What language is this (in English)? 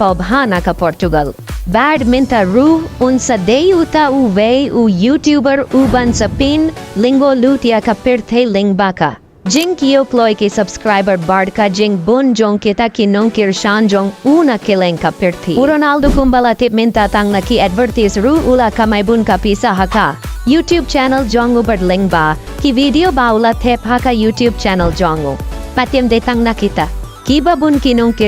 Khasi